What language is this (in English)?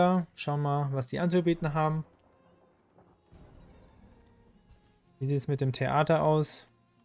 German